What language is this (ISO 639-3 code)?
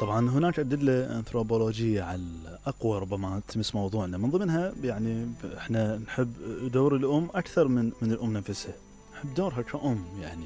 acm